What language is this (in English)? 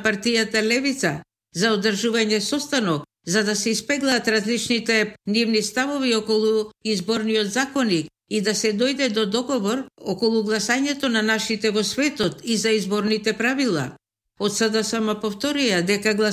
Macedonian